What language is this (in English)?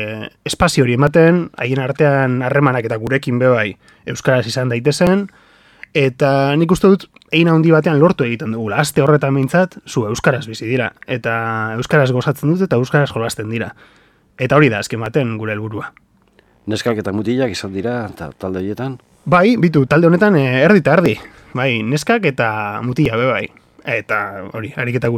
Basque